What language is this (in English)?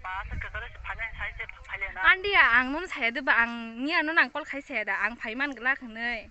Kok Borok